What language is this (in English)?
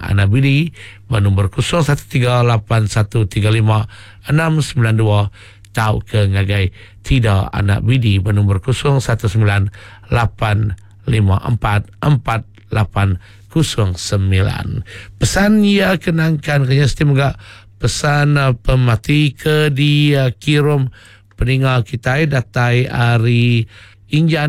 Iban